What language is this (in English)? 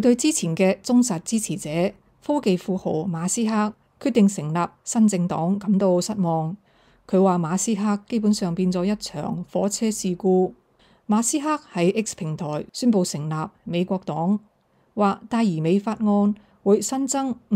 Cantonese